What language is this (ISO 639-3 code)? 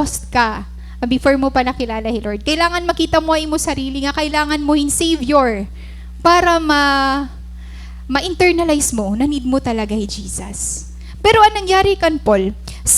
war